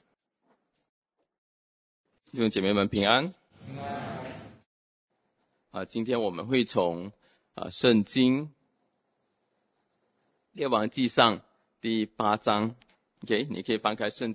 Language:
Chinese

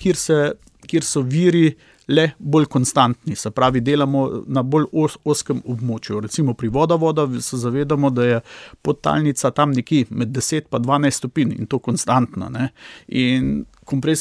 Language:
Slovenian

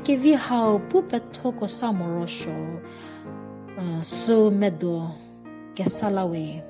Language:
Angami Naga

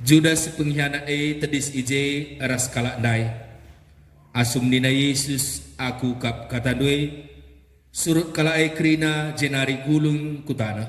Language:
Batak Karo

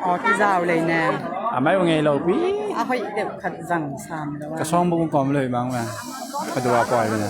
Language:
Tedim Chin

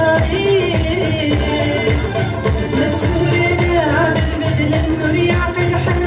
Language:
Kabyle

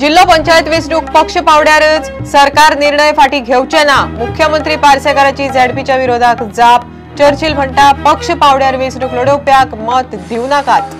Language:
Konkani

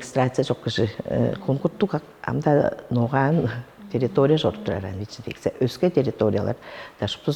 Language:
Tuvinian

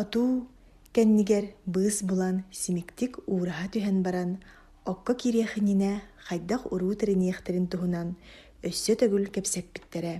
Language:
Yakut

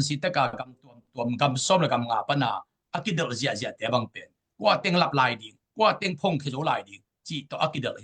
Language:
Tedim Chin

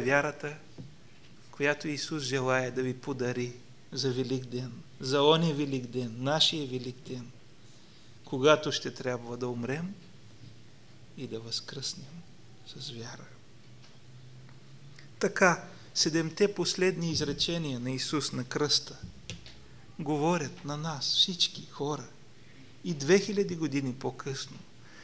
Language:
Bulgarian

